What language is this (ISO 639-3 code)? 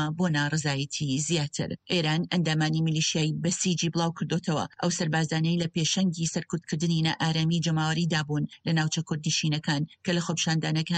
ckb